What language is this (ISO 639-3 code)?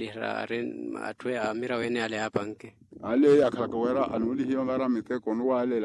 vmw